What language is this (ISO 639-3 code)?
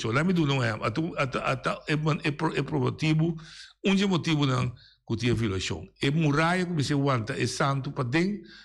pap